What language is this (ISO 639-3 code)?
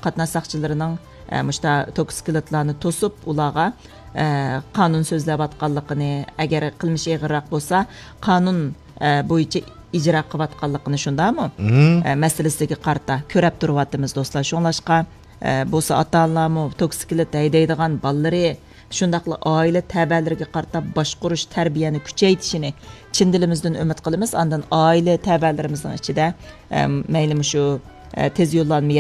uig